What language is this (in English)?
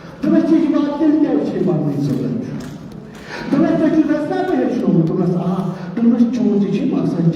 Kashmiri